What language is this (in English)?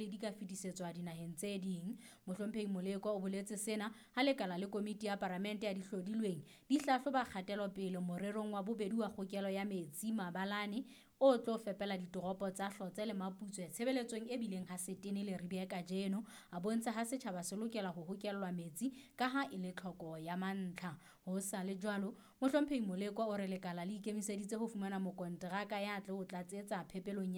Southern Sotho